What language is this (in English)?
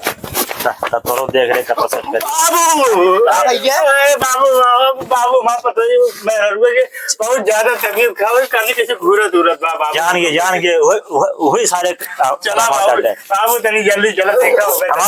Awadhi